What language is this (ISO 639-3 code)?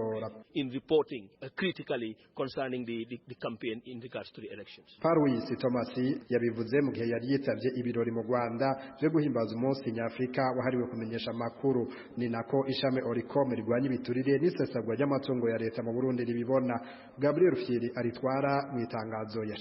run